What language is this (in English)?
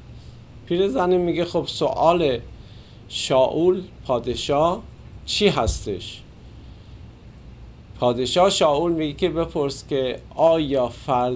Persian